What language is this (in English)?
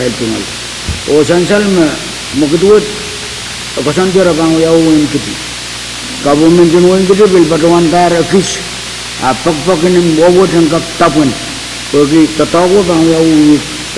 Pohnpeian